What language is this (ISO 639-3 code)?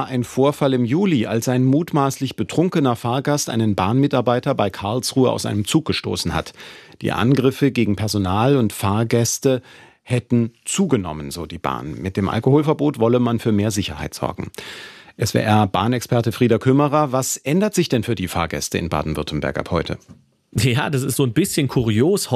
deu